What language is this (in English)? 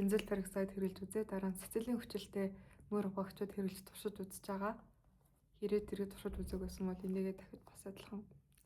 Mongolian